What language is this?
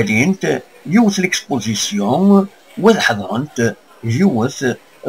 Kabyle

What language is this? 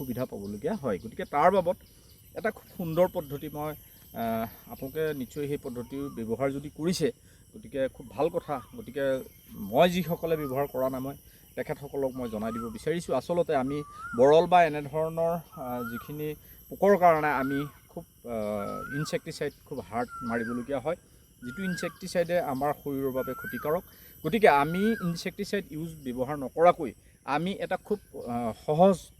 Assamese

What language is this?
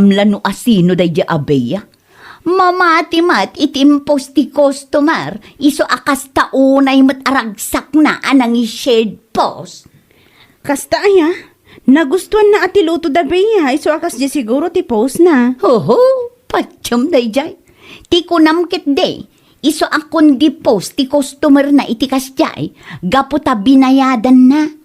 Iloko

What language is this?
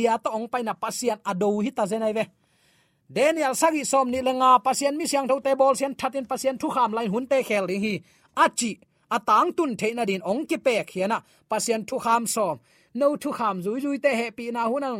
Tedim Chin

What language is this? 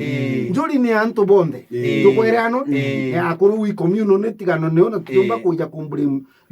Meru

